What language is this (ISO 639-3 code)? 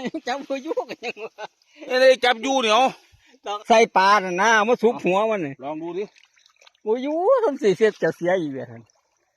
lao